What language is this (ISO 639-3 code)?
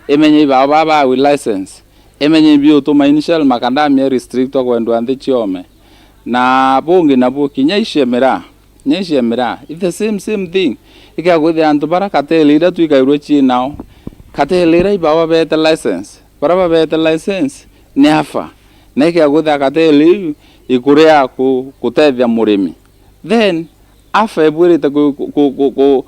mer